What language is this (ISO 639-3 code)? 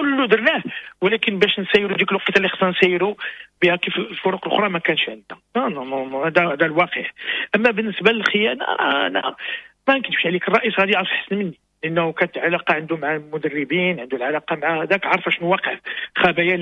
ary